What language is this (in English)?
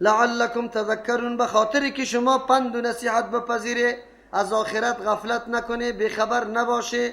Persian